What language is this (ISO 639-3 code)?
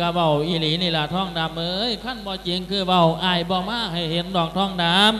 lao